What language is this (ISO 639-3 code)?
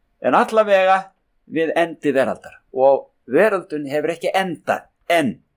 isl